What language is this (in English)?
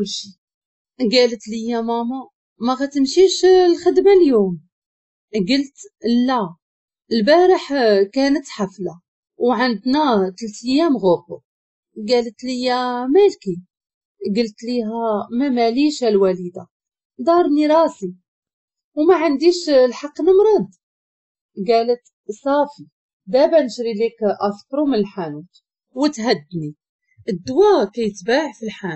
Moroccan Arabic